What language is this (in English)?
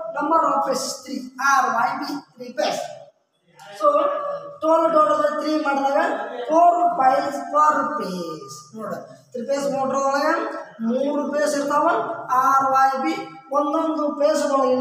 Kannada